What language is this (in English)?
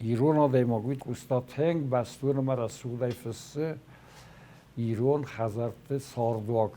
Ossetic